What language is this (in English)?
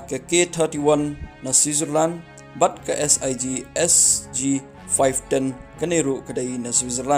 Khasi